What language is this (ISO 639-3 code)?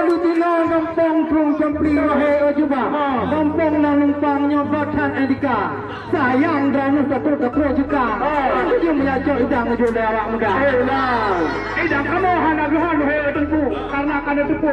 ace